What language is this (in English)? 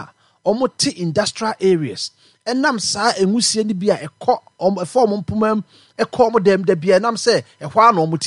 Akan